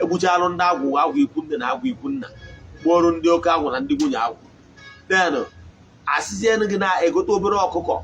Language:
Igbo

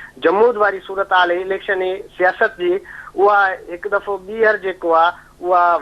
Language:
Sindhi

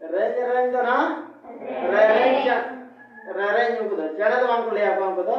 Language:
Santali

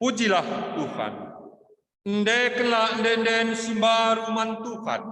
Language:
Batak Karo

